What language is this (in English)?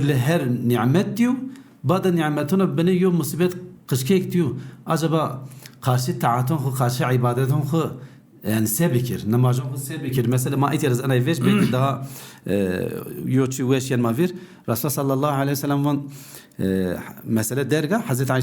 Zaza